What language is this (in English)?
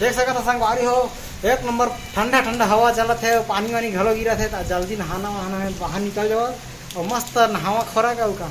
Chhattisgarhi